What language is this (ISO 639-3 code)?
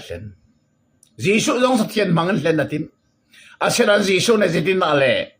cnh